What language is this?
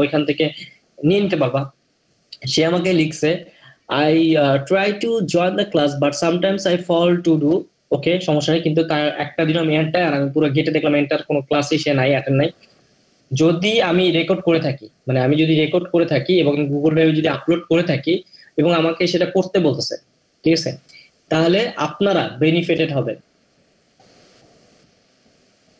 Bangla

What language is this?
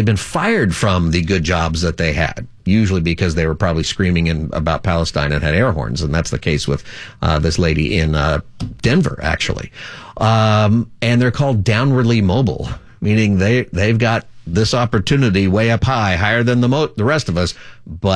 English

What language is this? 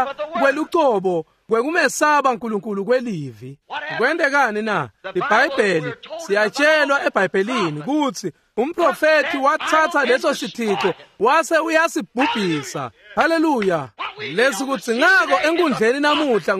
Swati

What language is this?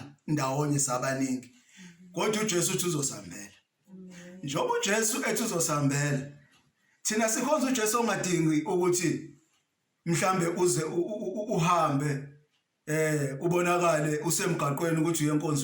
Zulu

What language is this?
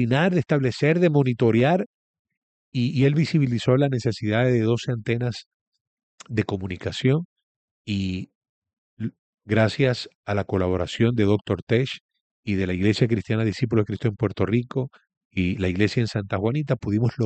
Spanish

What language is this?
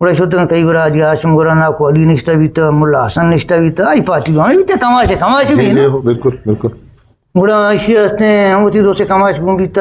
Eastern Balochi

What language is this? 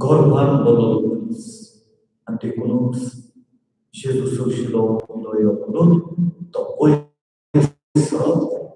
Konkani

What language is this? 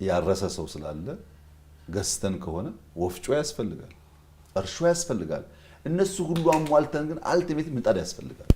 Amharic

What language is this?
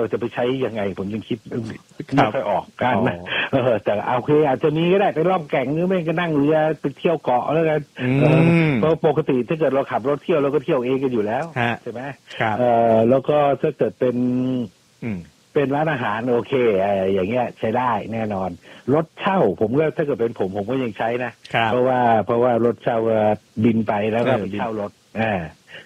Thai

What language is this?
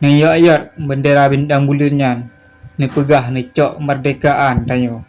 Achinese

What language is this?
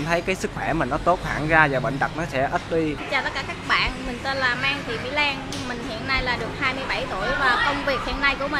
Vietnamese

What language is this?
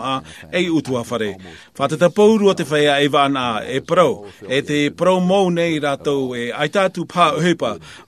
Tahitian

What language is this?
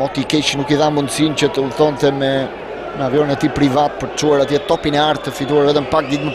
Albanian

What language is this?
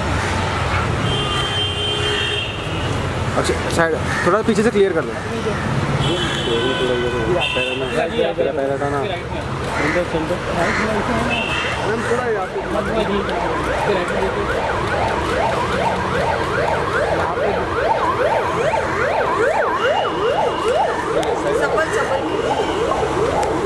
Hindi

